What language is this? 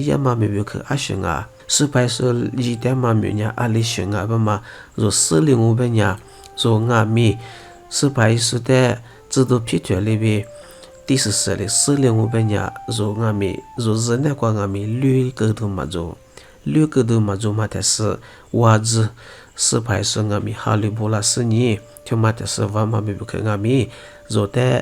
Lisu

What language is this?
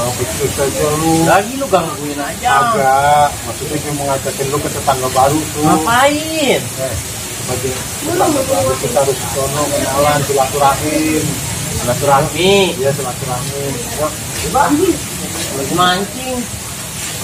Betawi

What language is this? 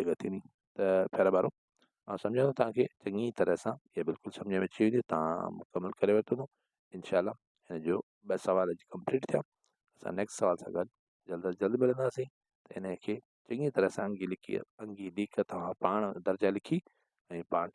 Sindhi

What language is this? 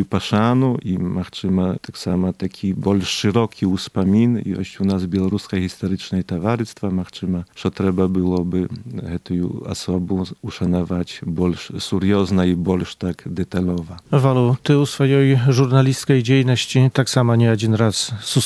Belarusian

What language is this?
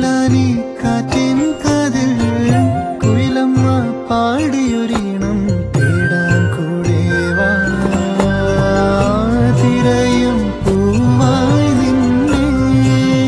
Malayalam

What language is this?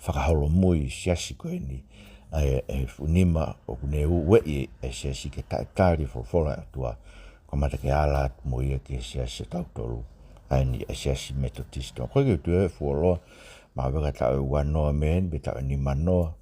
Tongan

